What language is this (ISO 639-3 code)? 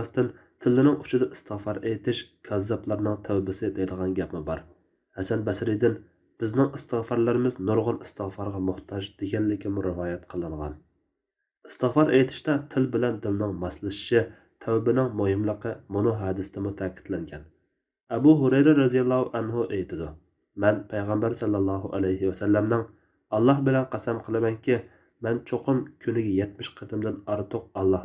uig